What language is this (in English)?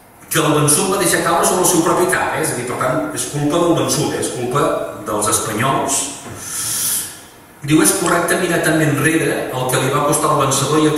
Catalan